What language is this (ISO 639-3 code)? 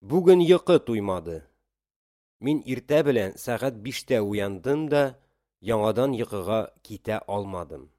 tat